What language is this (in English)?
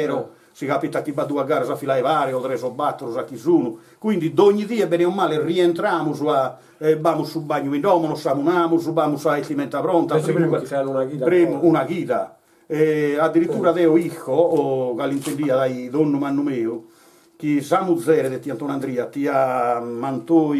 Sardinian